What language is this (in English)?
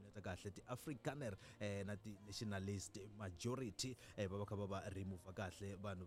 Tsonga